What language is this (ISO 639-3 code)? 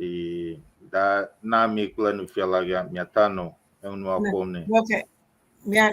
ewe